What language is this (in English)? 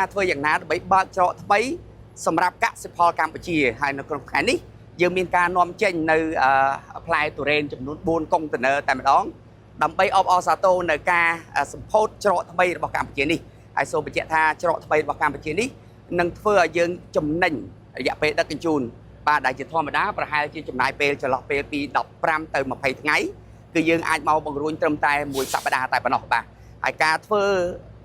Khmer